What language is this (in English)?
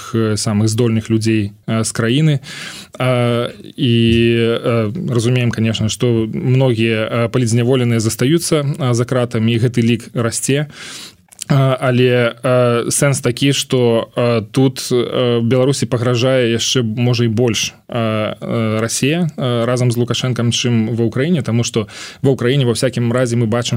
Belarusian